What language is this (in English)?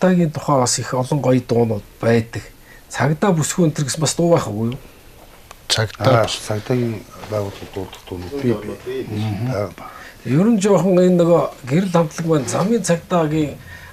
Mongolian